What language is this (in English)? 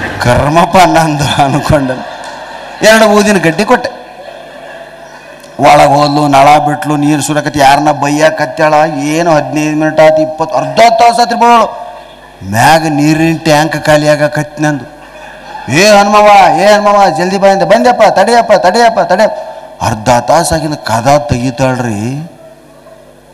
Kannada